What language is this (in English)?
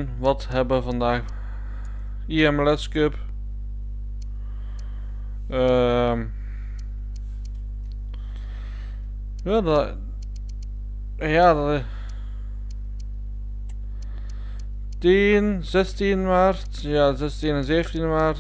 Dutch